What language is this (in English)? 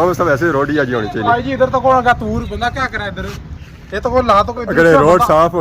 Pahari-Potwari